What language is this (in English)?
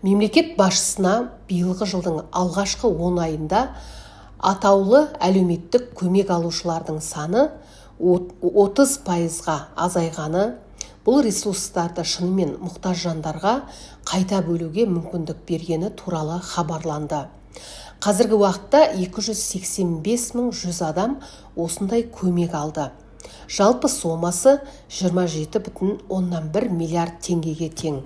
Kazakh